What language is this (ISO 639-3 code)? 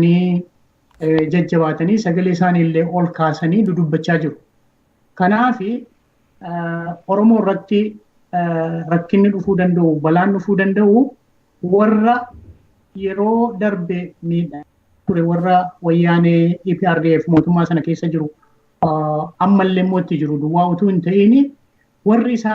orm